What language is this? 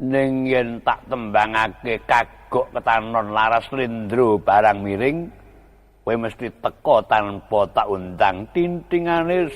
Javanese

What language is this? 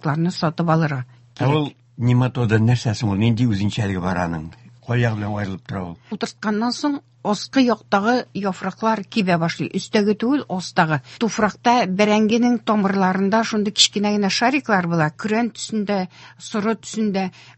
Tatar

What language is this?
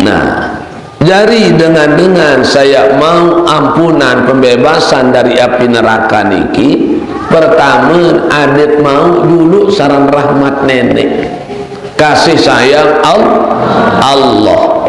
Sasak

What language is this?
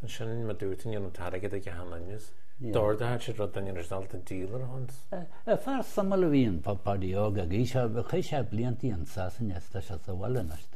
Irish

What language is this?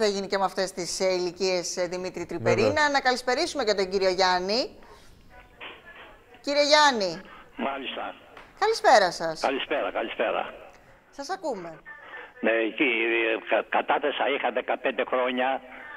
Greek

